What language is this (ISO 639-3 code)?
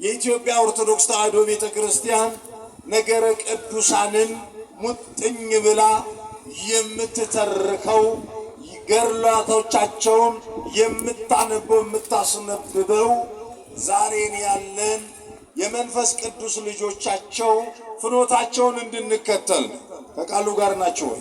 amh